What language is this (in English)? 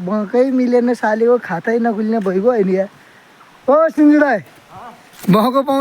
Nepali